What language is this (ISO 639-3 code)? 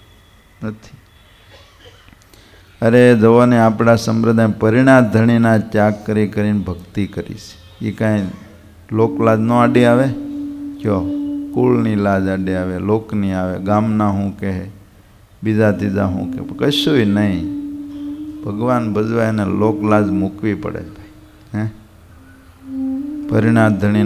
guj